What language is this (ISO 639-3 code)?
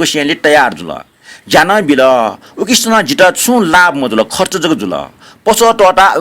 new